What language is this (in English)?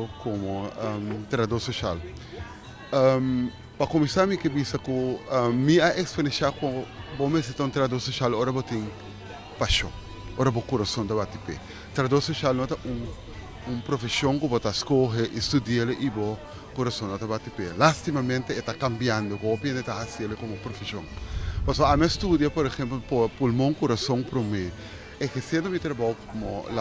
Papiamento